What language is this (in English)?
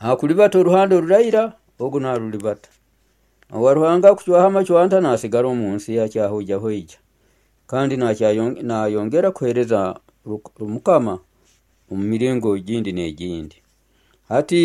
Nyoro